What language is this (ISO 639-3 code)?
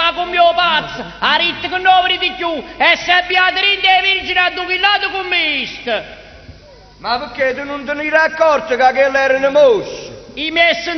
nap